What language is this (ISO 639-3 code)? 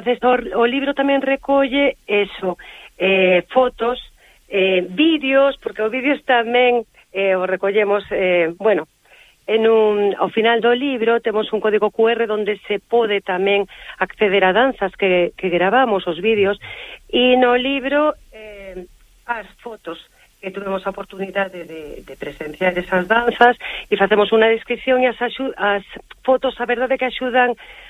glg